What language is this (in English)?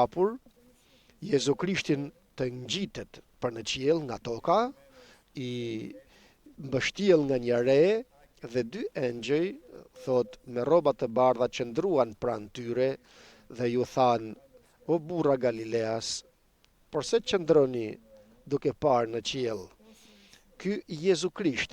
Albanian